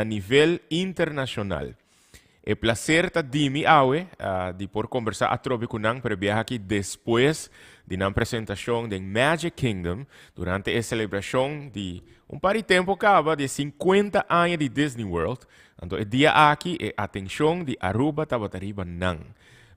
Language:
Papiamento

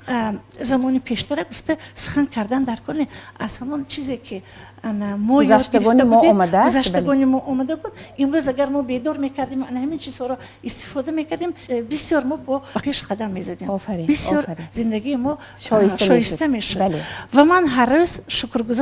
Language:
Tajik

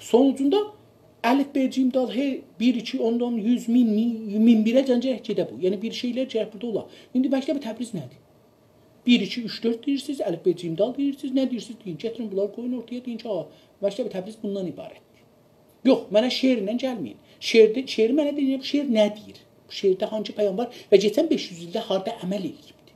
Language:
South Azerbaijani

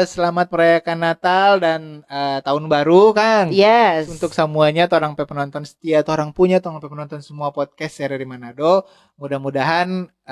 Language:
Manado Malay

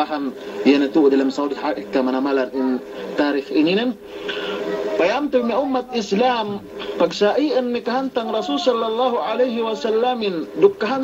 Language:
Yakan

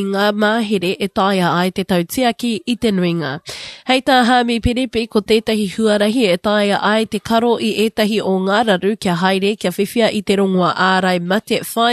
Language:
Māori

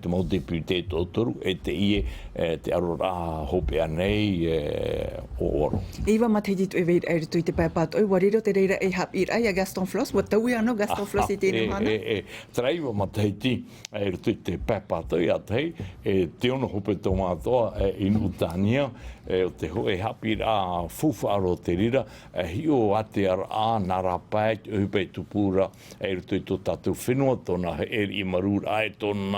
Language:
Tahitian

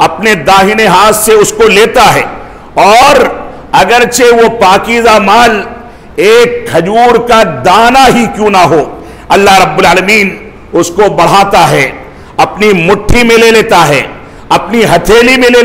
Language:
Urdu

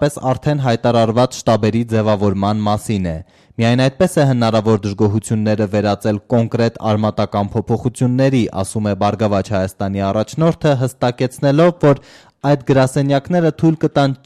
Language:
Armenian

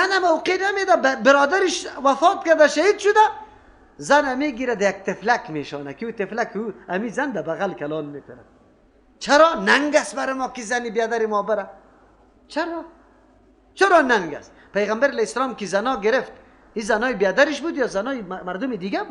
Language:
Persian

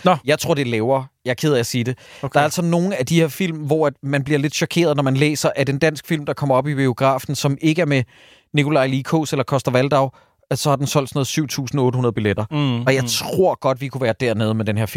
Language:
Danish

